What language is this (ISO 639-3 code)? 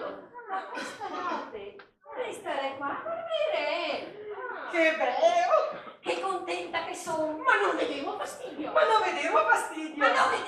vec